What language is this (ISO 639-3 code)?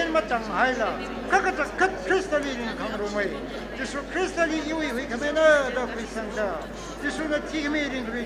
nmf